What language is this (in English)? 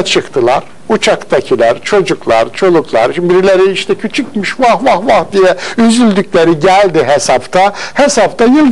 Turkish